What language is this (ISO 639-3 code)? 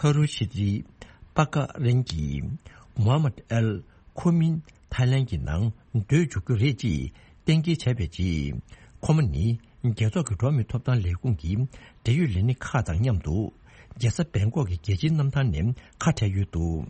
bod